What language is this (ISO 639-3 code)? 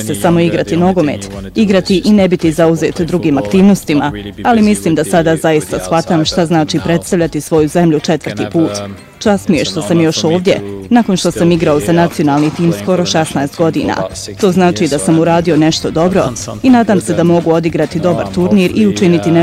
bos